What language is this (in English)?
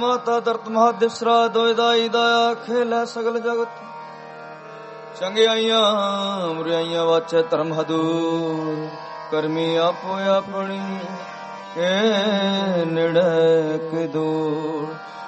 Punjabi